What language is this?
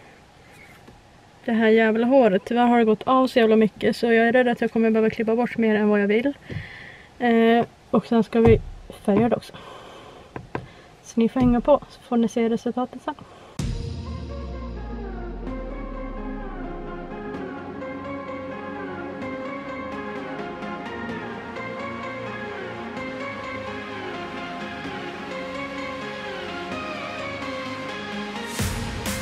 Swedish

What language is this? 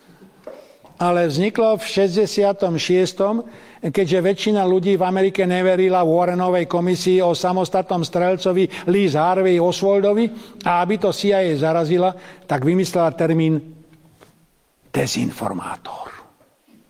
Slovak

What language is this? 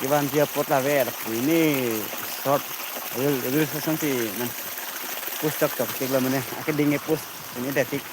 Karbi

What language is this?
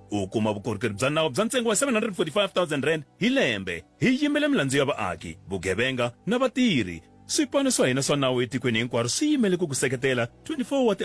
Tsonga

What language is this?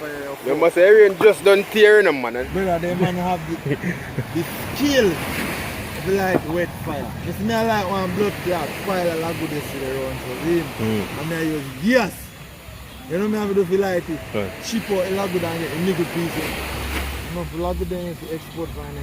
Jamaican Creole English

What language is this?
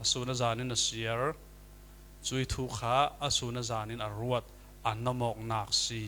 Falam Chin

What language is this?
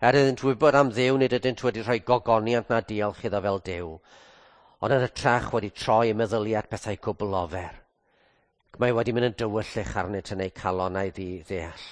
Welsh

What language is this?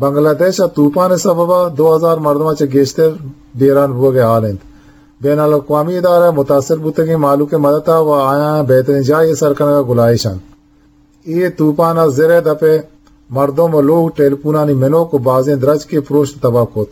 Eastern Balochi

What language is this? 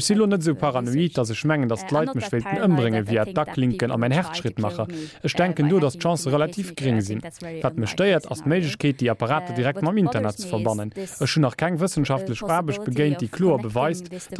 Luxembourgish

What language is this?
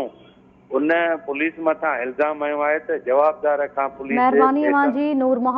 Sindhi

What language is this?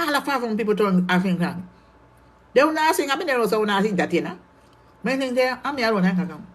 Jamaican Creole English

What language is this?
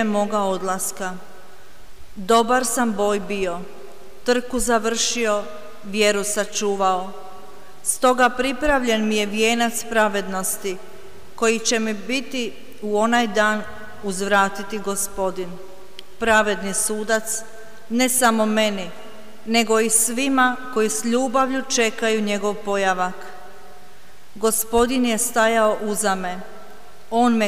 Croatian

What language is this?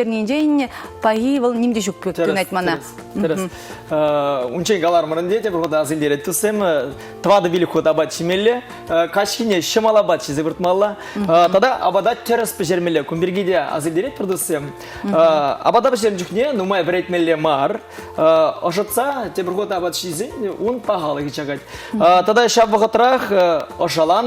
Chuvash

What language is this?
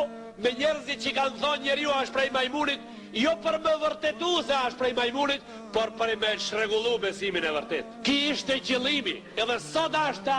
Albanian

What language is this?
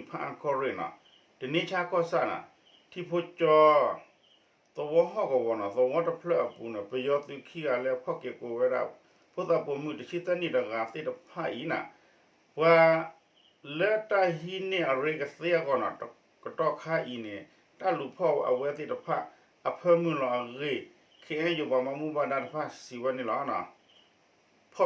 S'gaw Karen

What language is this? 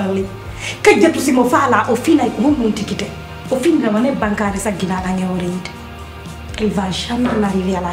Pular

